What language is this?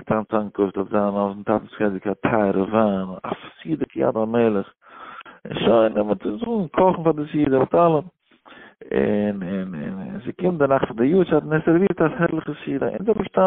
Yiddish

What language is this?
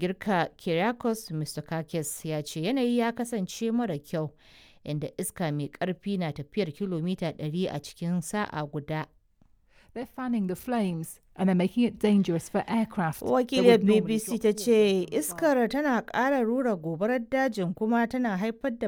Hausa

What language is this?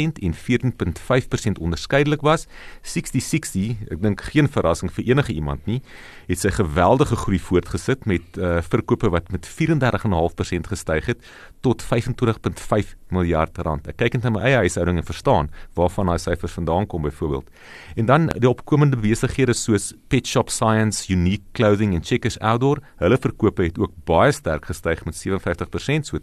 Afrikaans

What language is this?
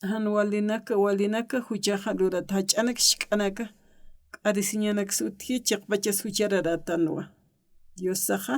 Aymara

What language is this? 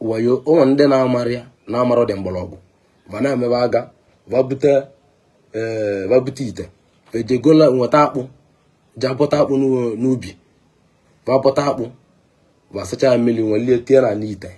Igbo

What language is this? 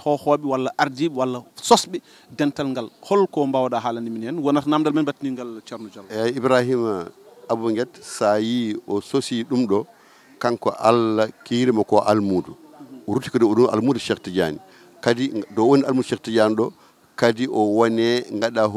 Fula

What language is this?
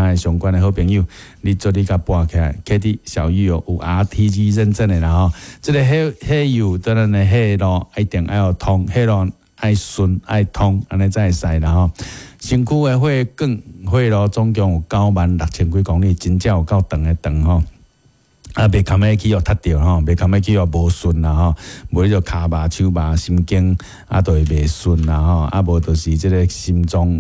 Min Nan Chinese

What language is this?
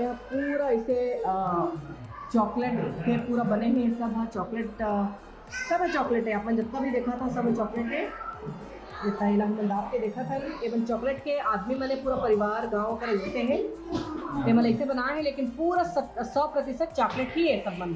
Chhattisgarhi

